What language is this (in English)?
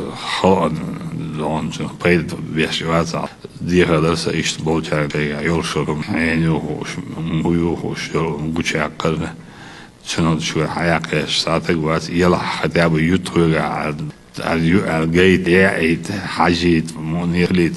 Chechen